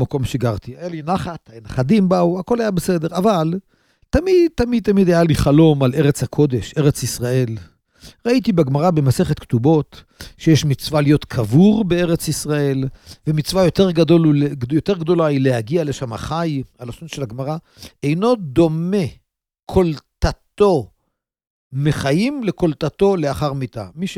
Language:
Hebrew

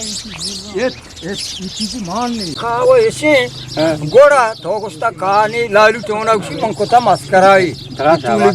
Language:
Eastern Balochi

